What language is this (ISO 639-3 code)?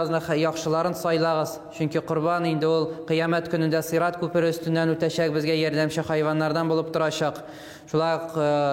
tat